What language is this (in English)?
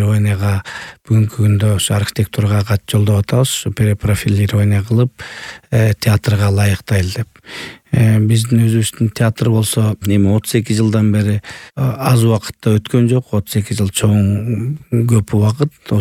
Kyrgyz